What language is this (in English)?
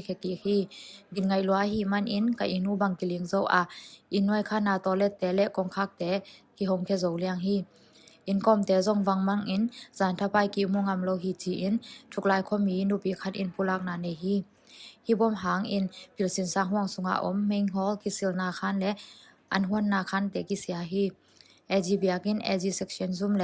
Tedim Chin